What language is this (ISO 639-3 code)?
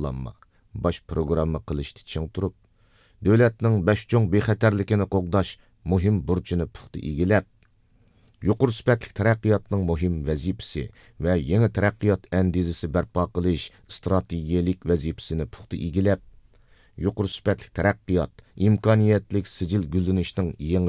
uig